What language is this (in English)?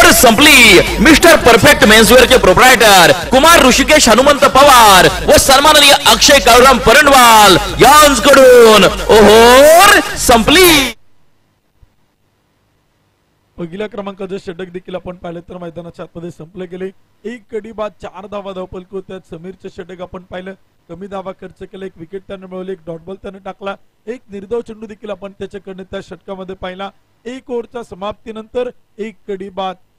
Marathi